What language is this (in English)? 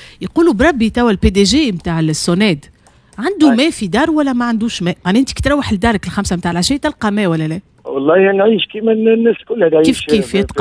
Tunisian Arabic